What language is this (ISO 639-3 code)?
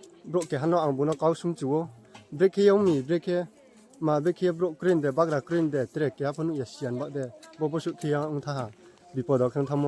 ria